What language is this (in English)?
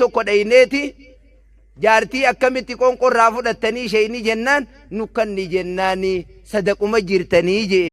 Oromo